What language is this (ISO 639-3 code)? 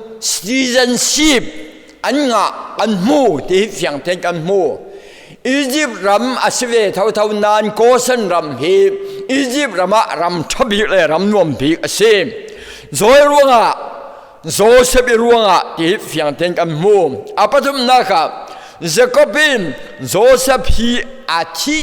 cfm